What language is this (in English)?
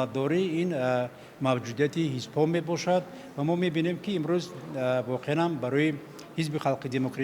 Tajik